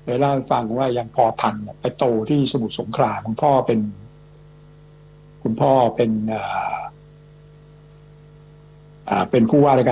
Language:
Thai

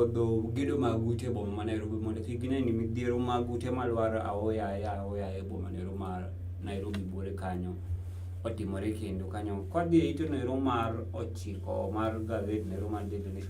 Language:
Luo (Kenya and Tanzania)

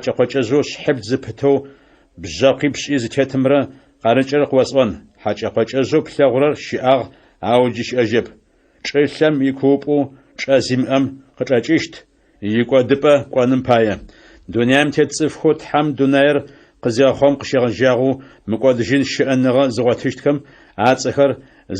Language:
Adyghe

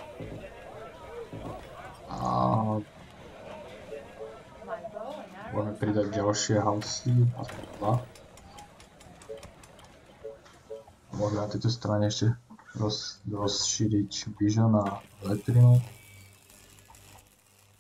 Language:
Slovak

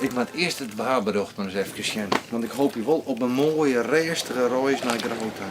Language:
Western Frisian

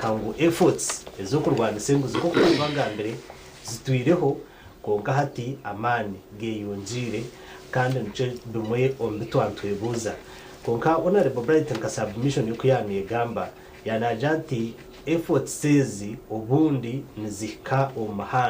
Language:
Nyankole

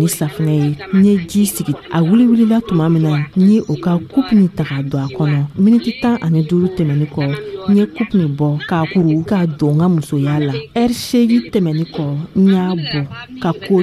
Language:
Dyula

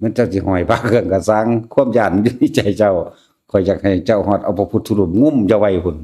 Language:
Northeastern Thai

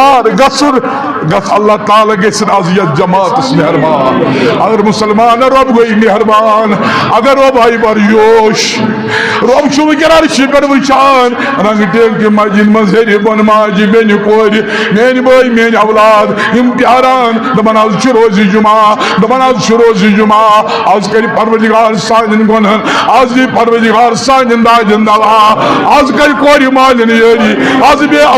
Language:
Kashmiri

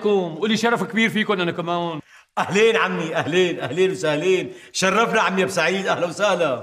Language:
North Levantine Arabic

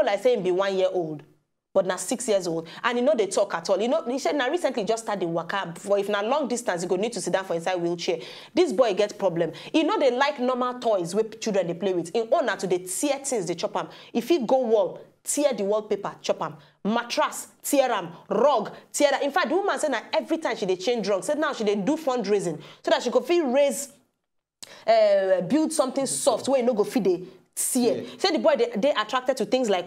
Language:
Nigerian Pidgin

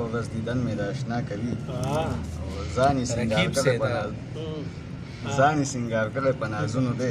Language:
Pashto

